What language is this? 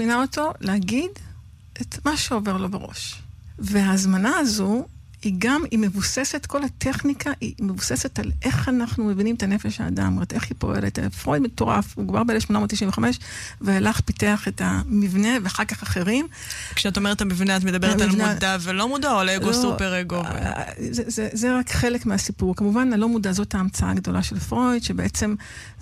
Hebrew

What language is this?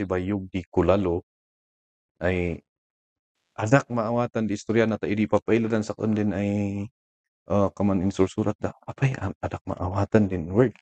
Kankanaey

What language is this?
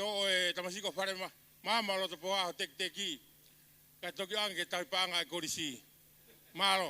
Tongan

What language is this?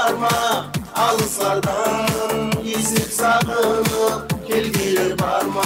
Kazakh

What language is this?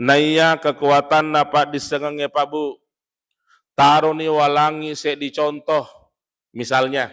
Buginese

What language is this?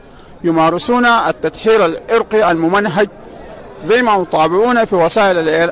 Sudanese Arabic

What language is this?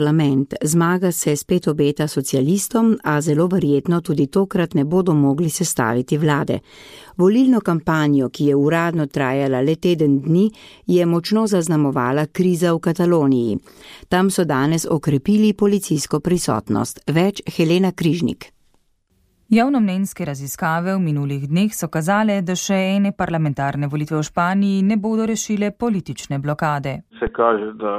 Slovenian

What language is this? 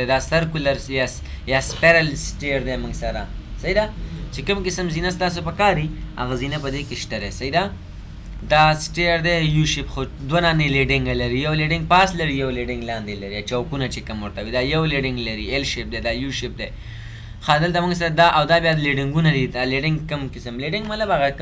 Pashto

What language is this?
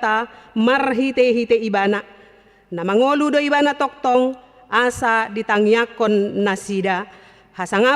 Batak Toba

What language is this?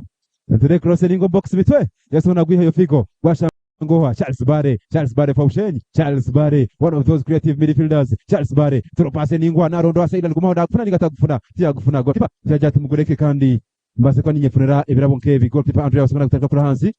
Nyankole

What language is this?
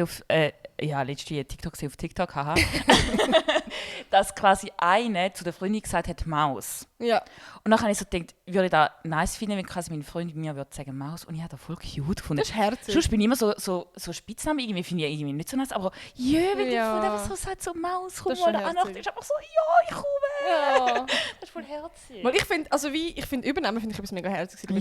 Swiss German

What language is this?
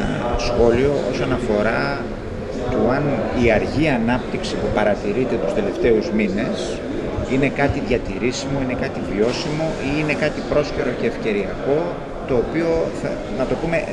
Greek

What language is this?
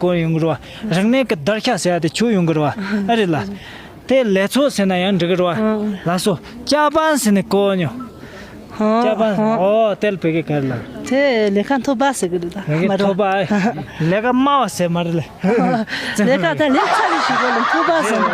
Tibetan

